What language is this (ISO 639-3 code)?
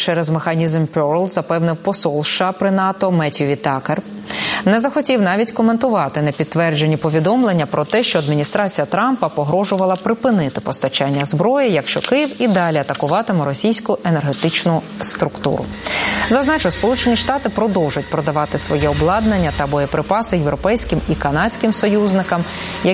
ukr